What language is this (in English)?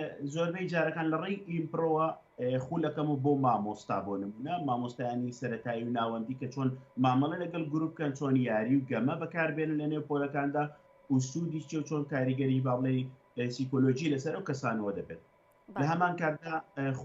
Central Kurdish